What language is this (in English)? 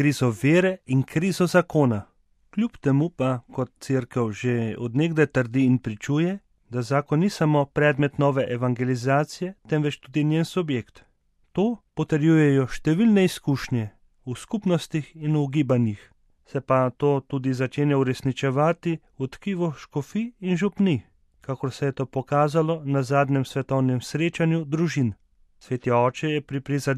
Slovenian